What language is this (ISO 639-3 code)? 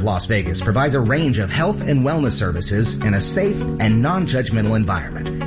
eng